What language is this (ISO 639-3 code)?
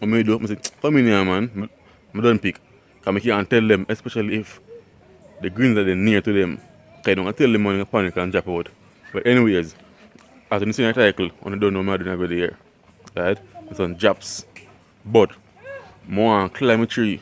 jam